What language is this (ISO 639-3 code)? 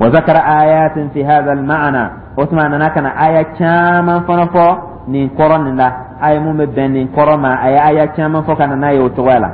dyu